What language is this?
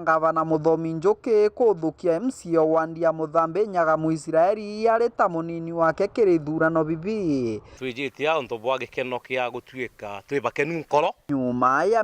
Meru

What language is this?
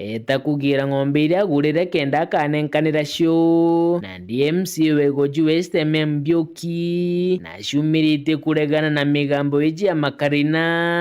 Meru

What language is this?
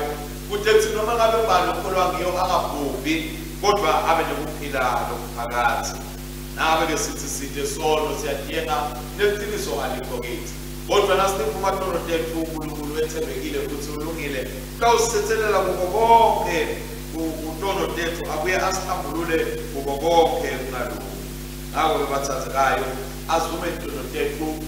Swati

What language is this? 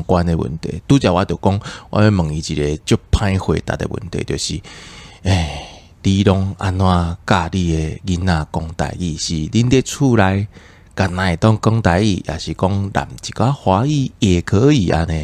Min Nan Chinese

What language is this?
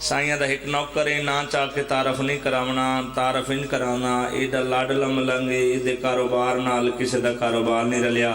Pahari-Potwari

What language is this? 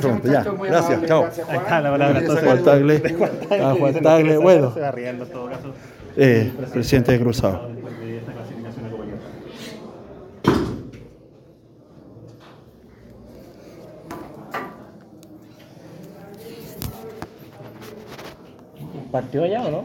Spanish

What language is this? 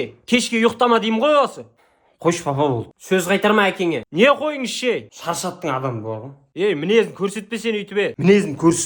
Kazakh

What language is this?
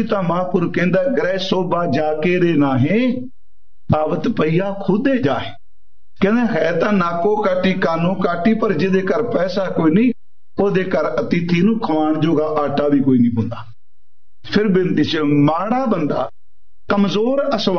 Punjabi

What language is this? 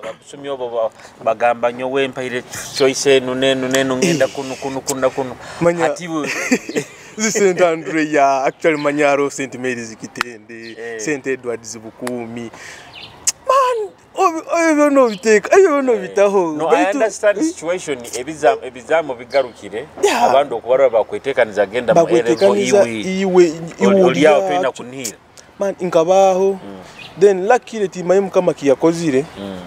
Nyoro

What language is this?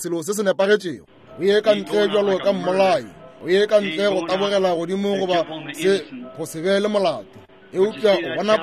Northern Sotho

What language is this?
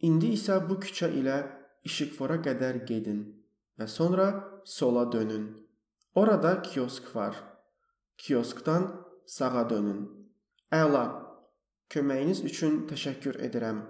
Azerbaijani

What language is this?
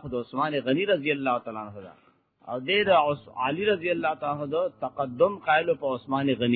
Pashto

